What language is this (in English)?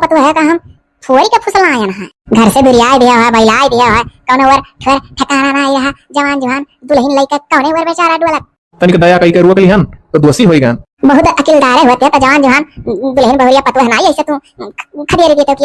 Awadhi